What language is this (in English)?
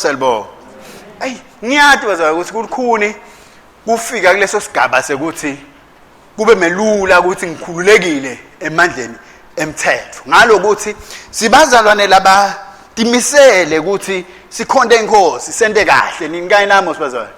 Swati